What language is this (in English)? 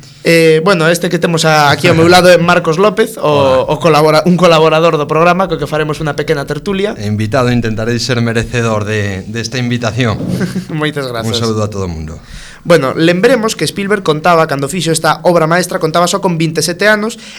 Galician